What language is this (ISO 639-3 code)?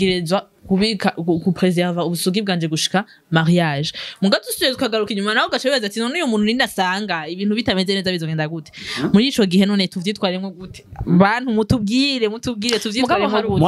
run